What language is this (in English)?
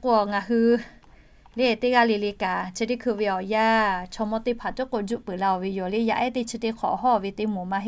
Lahu